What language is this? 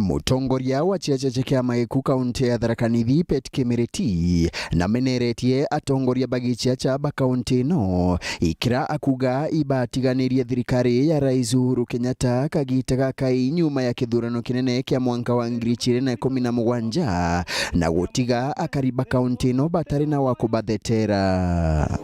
Meru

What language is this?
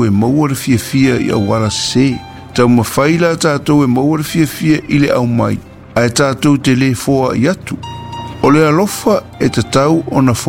Samoan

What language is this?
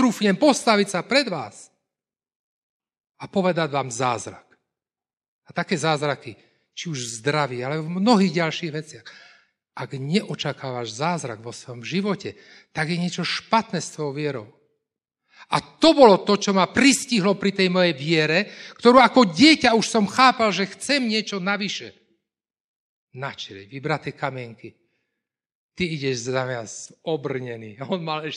Slovak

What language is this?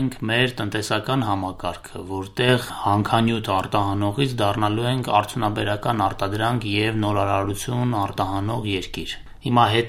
Armenian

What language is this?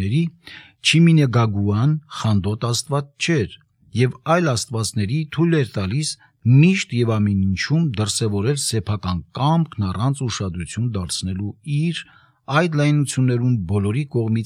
Armenian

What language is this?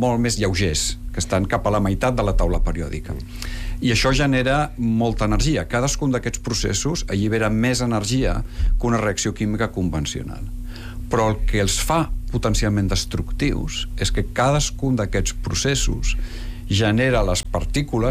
Catalan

